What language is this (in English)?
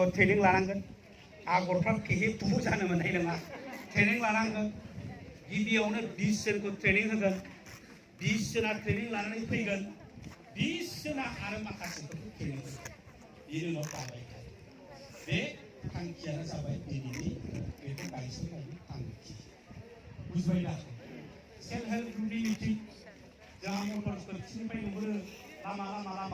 Bodo